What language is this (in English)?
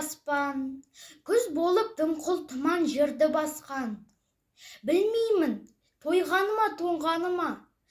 Kazakh